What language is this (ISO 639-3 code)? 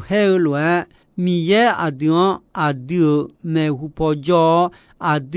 ahk